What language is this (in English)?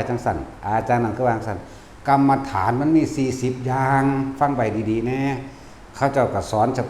Northeastern Thai